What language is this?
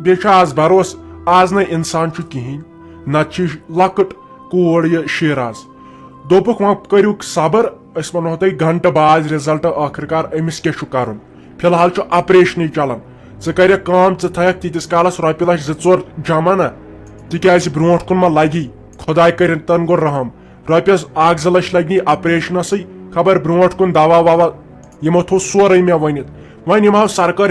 Kashmiri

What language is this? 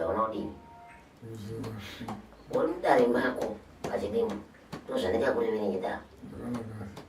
Shona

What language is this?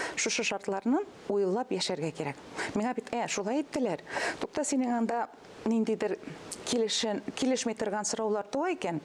Tatar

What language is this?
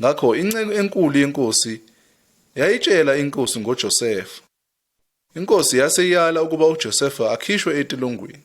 Zulu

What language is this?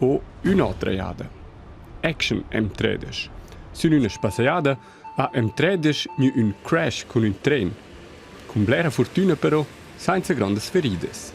Romansh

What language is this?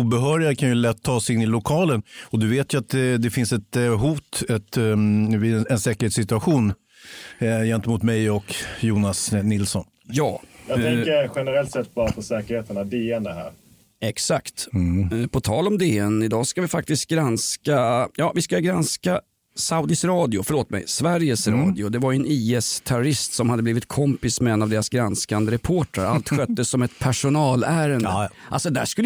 Swedish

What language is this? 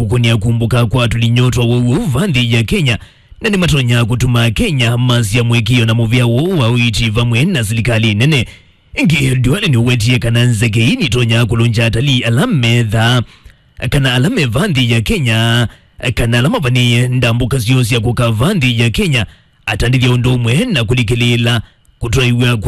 Kamba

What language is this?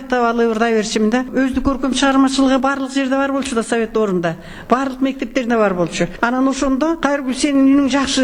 Kyrgyz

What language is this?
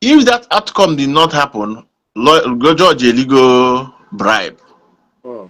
Igbo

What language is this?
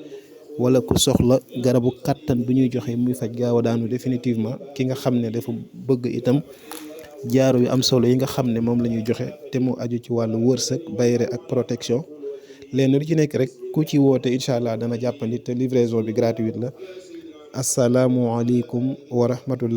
Wolof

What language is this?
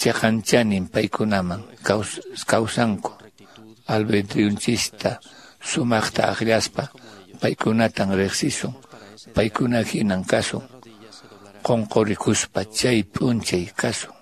Quechua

